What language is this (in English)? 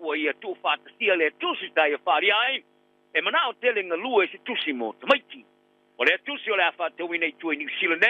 Samoan